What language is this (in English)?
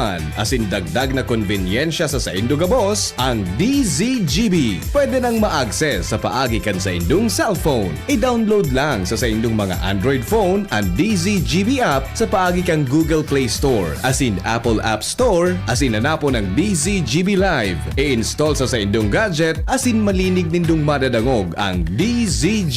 Bikol